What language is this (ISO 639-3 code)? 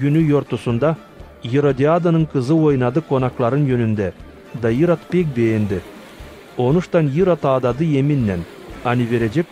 gag